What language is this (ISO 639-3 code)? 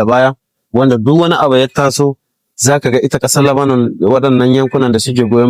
hau